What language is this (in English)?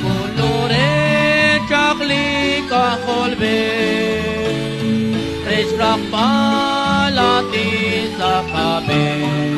Kekchí